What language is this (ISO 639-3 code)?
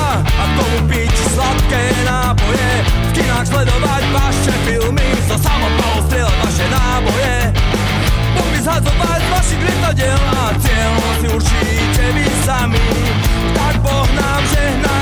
slk